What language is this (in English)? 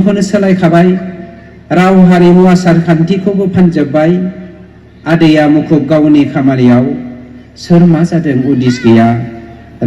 Bodo